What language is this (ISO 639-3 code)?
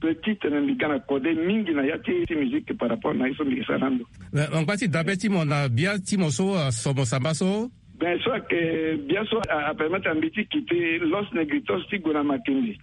sag